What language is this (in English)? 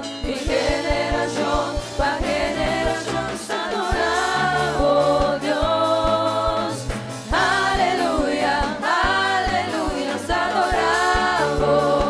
Papiamento